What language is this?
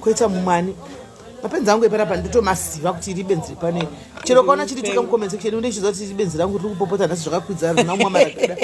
Shona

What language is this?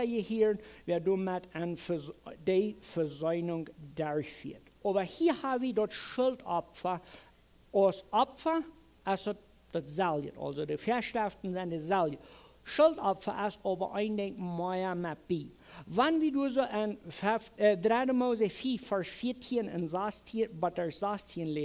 Plautdietsch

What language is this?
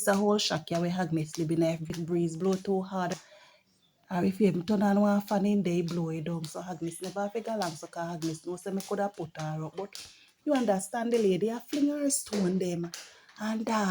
Jamaican Creole English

